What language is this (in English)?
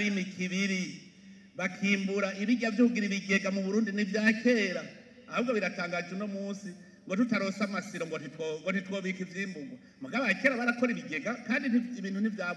Rundi